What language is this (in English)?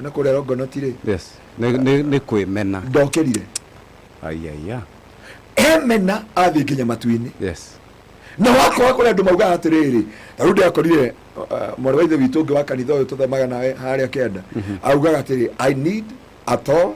Kikuyu